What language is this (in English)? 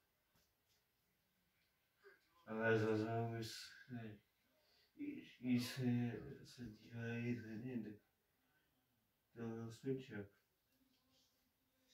Czech